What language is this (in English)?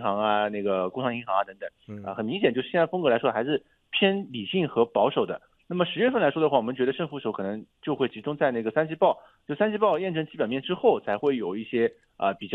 Chinese